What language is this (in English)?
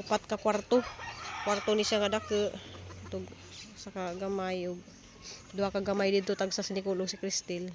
Cebuano